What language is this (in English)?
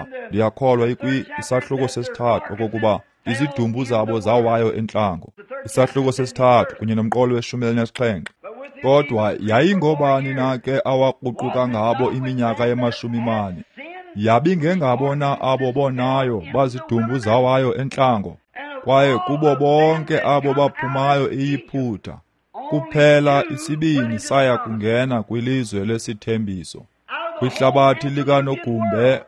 Xhosa